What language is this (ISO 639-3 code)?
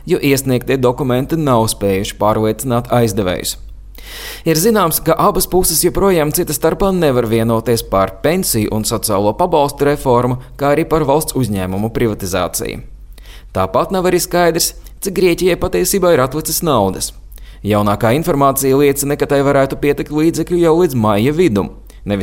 lav